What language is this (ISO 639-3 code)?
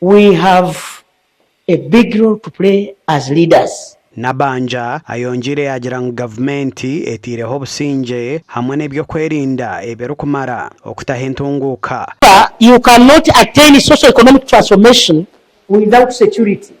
nyn